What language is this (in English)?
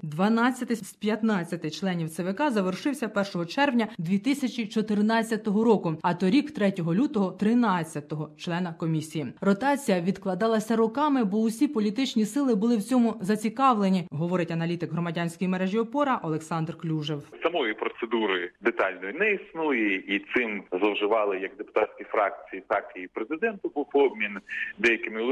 Ukrainian